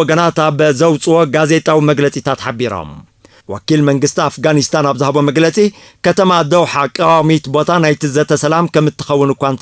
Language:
Tigrinya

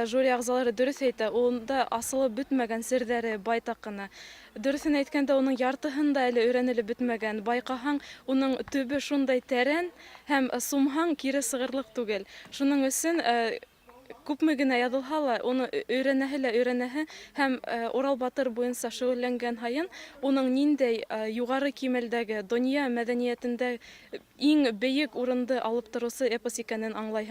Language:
Bashkir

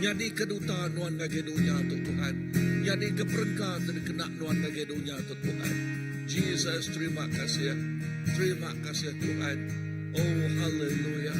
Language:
Iban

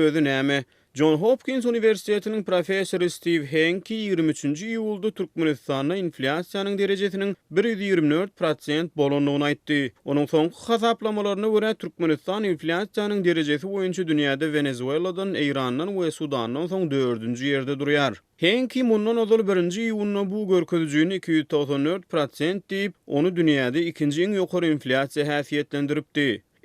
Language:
Turkmen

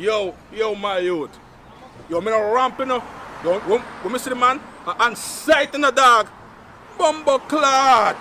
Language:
Jamaican Creole English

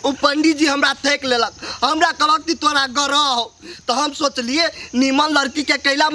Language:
Maithili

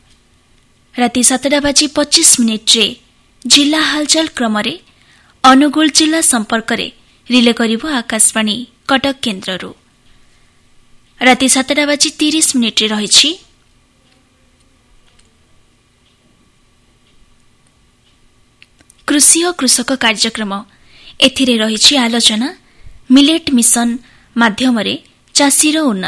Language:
Odia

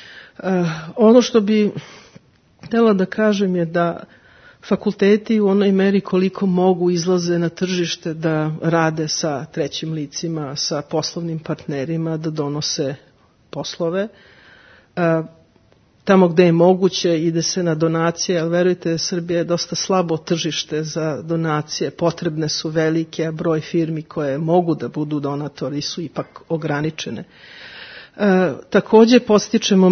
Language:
Serbian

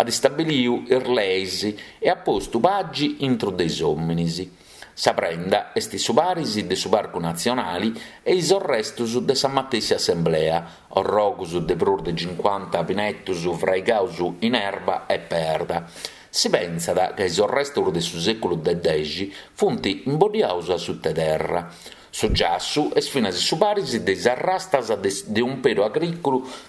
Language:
Sardinian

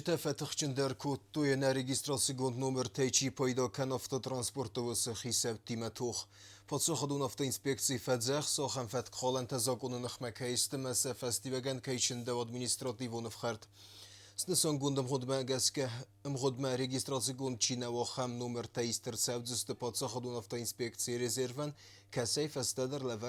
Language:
Ossetic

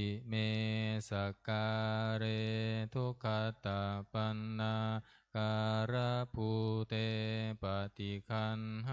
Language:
Pali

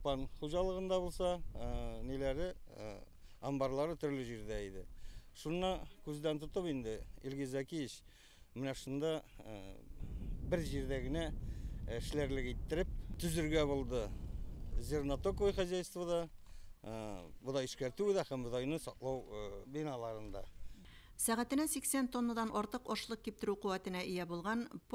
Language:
Tatar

